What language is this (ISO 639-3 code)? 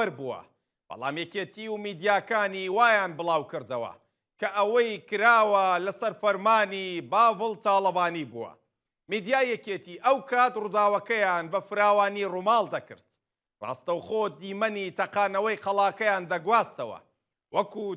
ckb